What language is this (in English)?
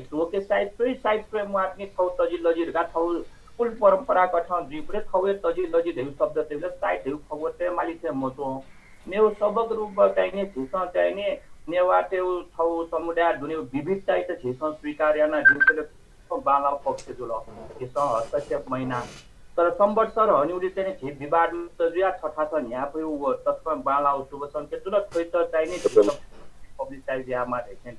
Newari